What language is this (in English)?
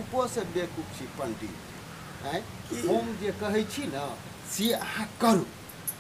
Maithili